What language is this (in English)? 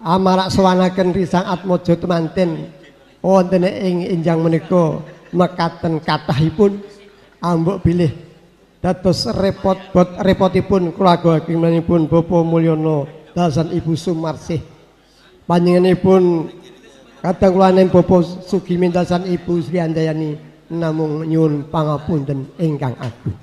Javanese